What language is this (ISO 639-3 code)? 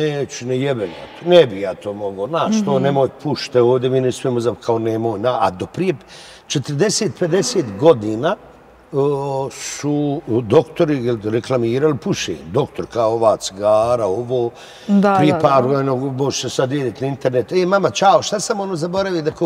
bos